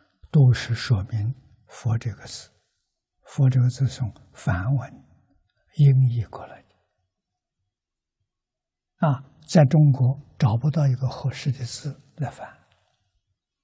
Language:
Chinese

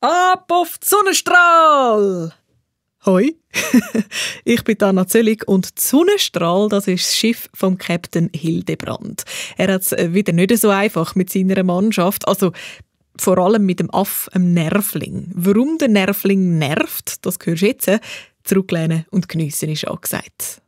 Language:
Swiss German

